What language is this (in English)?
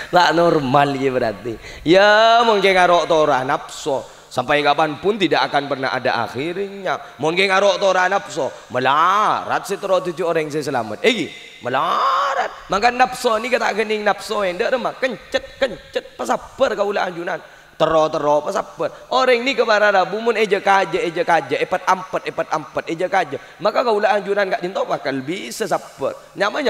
Madurese